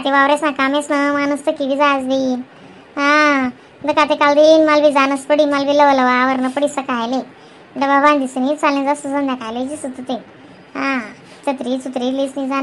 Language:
Khandesi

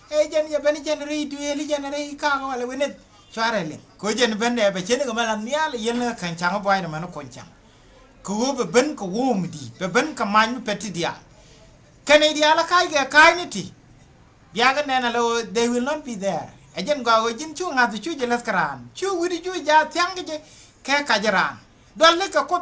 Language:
Nuer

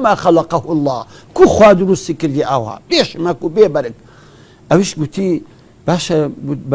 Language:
Central Kurdish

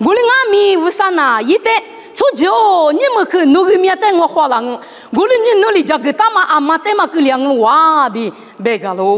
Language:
Lisu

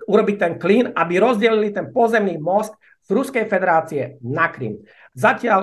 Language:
Slovak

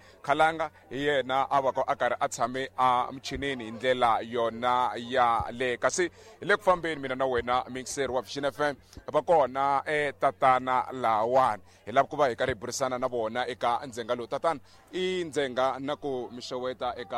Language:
Tsonga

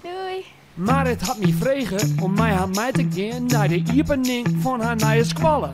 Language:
Western Frisian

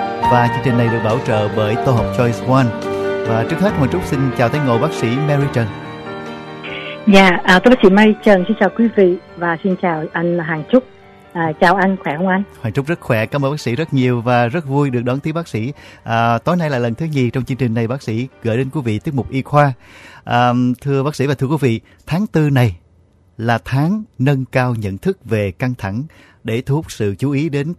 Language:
Vietnamese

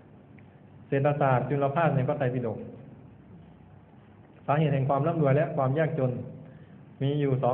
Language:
Thai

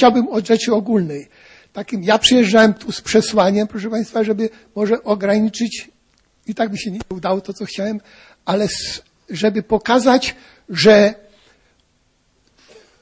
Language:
Polish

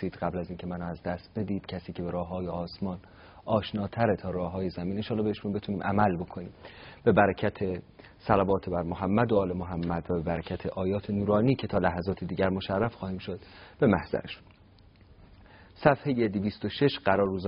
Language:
Persian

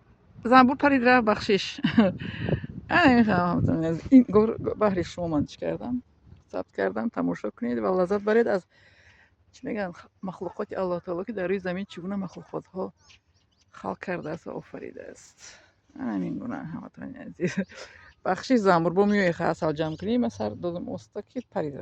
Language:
Tajik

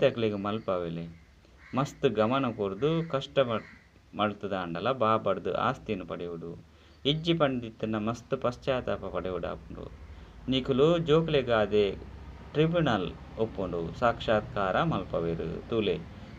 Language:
Tulu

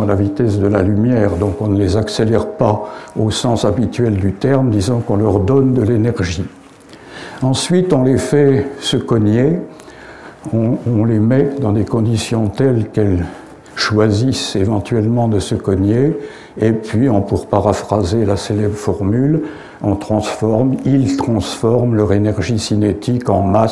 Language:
French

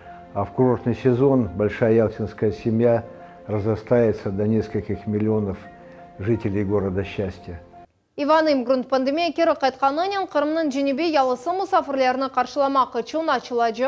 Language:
Crimean Tatar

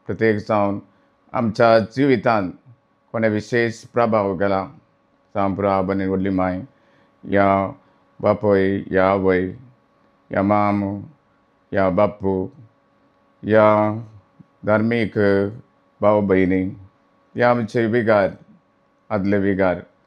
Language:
Konkani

